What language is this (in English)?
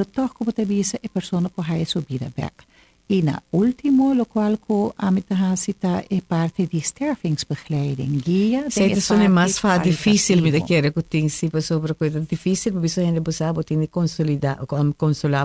Papiamento